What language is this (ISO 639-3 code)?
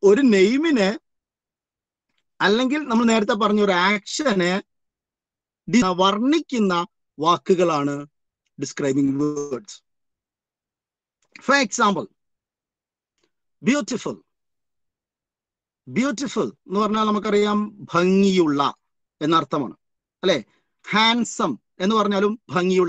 mal